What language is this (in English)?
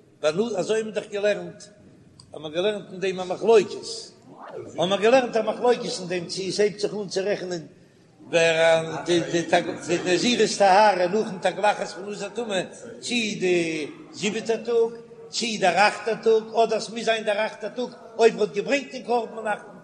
Yiddish